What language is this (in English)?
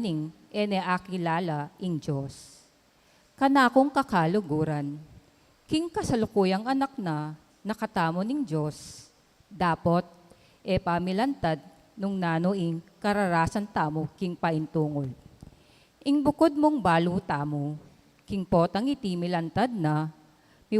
Pampanga